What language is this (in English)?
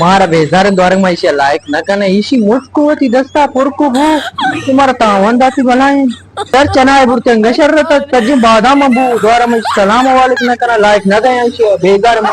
Baluchi